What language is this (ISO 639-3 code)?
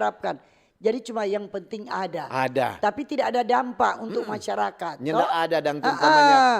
xmm